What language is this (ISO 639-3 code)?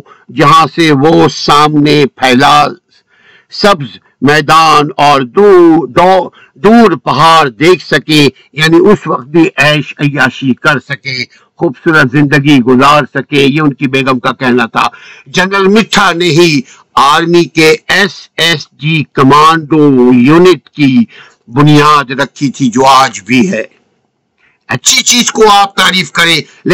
urd